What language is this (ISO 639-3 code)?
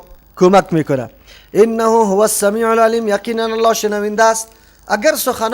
fas